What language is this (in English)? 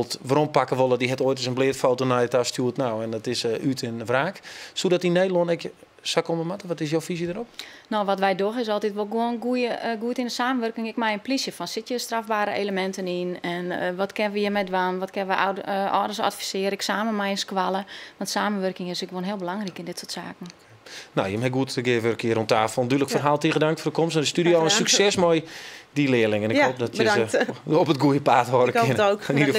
Western Frisian